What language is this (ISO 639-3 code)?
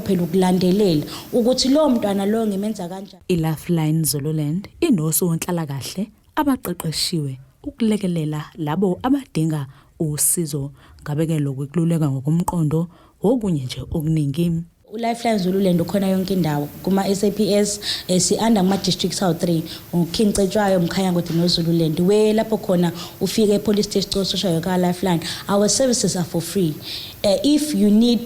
zul